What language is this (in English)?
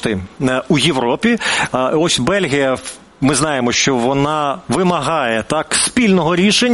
Ukrainian